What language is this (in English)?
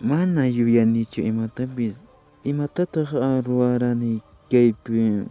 Quechua